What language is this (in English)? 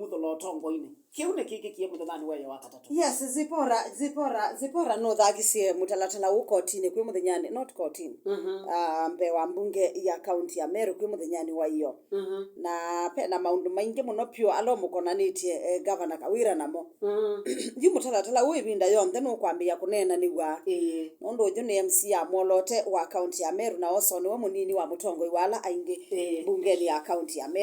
Kamba